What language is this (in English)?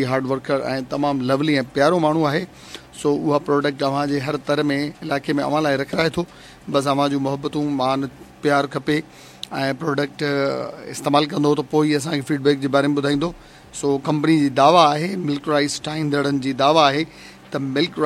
Sindhi